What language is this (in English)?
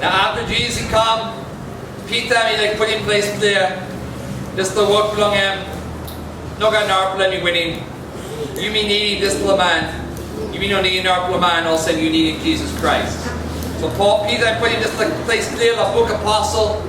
Tok Pisin